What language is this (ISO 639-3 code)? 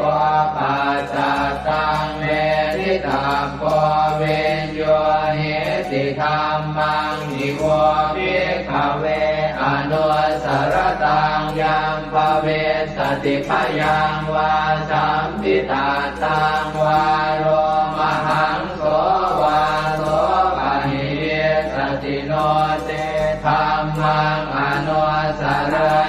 pli